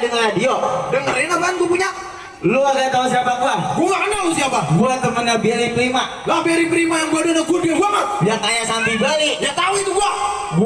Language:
Betawi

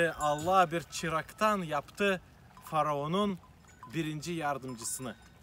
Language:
Gagauz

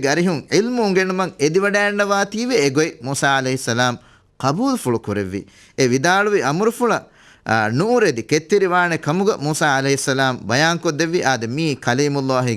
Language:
Divehi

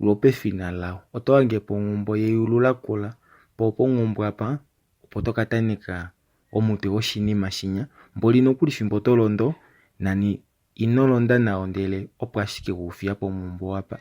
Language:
Kuanyama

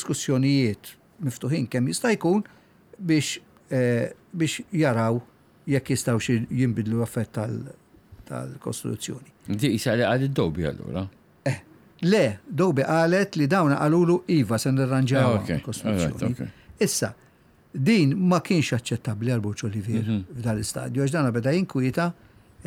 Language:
Maltese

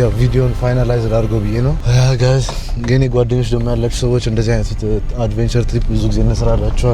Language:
Amharic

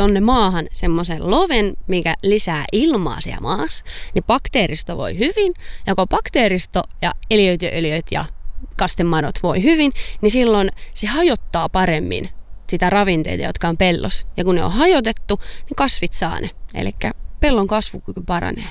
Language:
Finnish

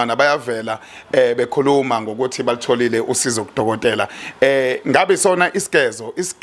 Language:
Zulu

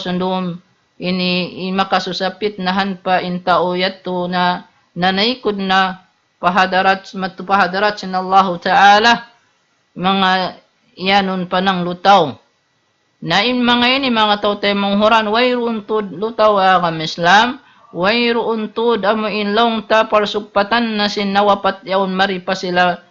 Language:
Tausug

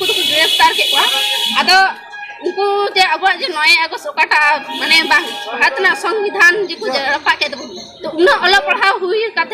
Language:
Santali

